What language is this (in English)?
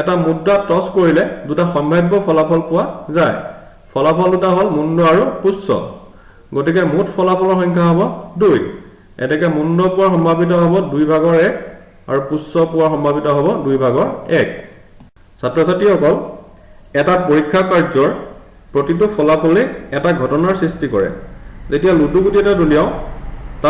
Assamese